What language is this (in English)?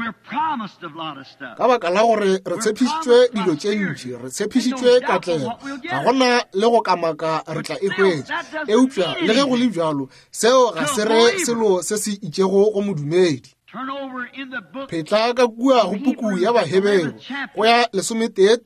Northern Sotho